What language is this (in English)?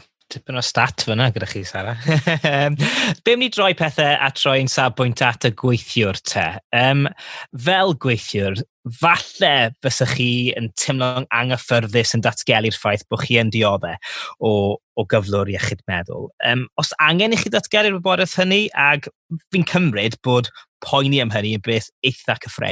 Welsh